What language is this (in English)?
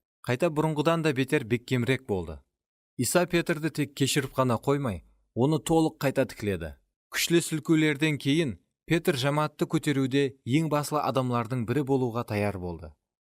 Kara-Kalpak